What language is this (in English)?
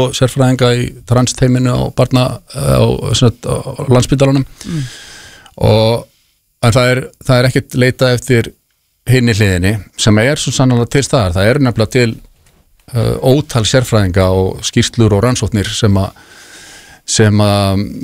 Icelandic